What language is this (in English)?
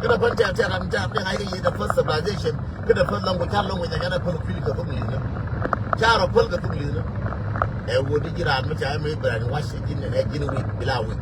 Nuer